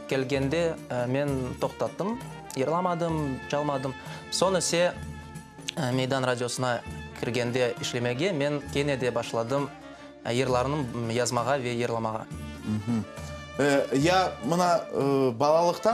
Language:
Crimean Tatar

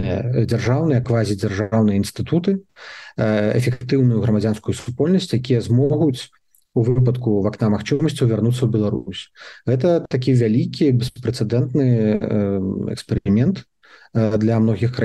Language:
Belarusian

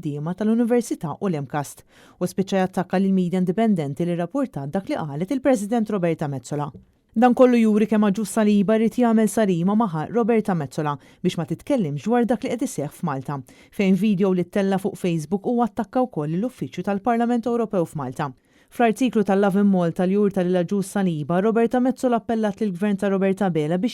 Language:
Maltese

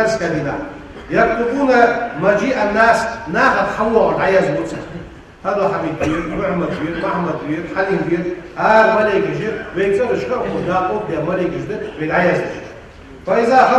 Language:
Ingush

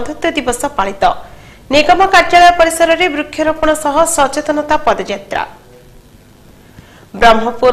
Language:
Odia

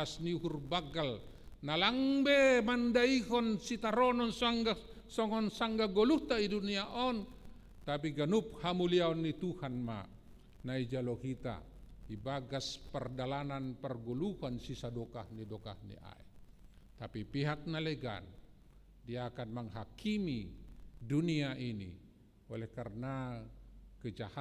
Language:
Batak Simalungun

